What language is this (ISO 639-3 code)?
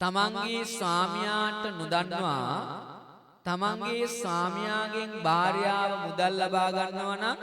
sin